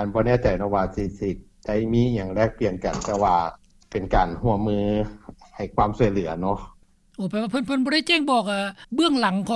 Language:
Lao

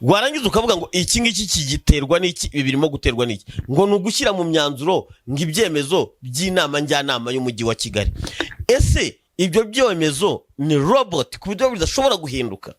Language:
Kinyarwanda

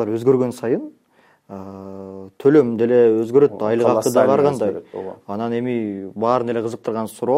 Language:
Kyrgyz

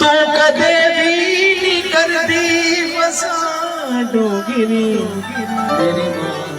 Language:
Dogri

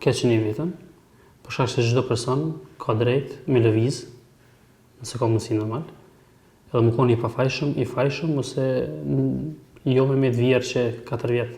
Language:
Albanian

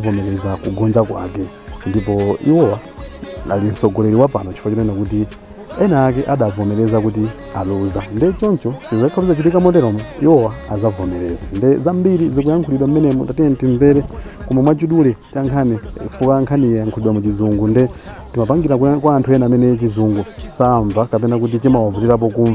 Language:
Nyanja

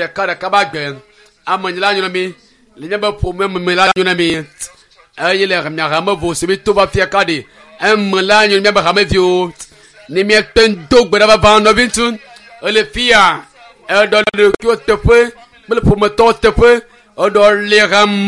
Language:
Ewe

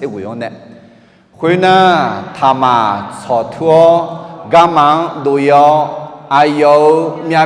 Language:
Akha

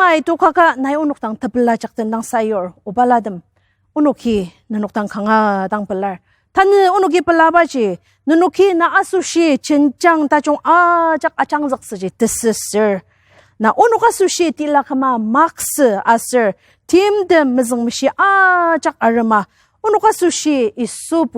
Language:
Ao Naga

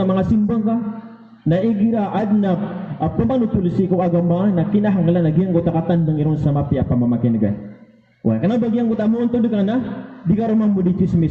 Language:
Maranao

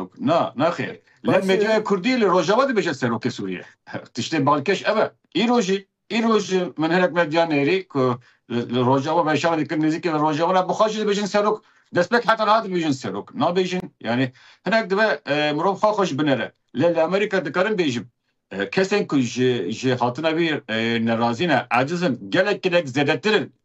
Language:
Kurdish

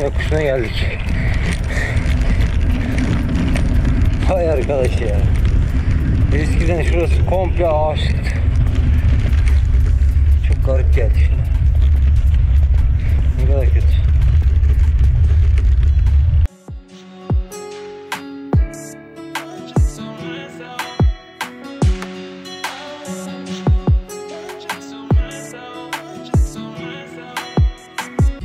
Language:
Turkish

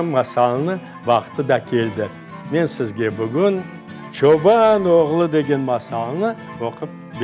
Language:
Crimean Tatar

